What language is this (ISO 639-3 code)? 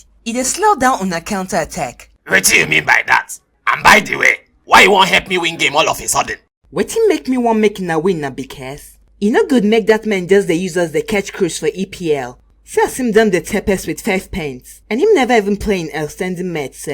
pcm